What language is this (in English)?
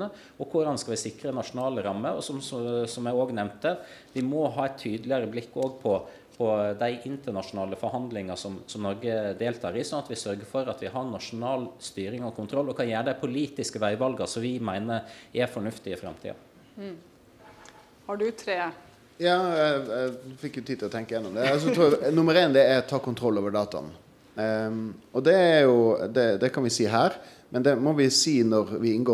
Norwegian